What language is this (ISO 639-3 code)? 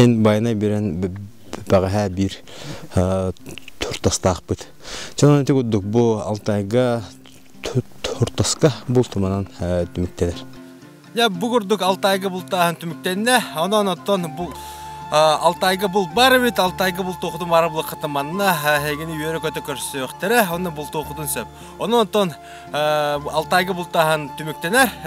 sah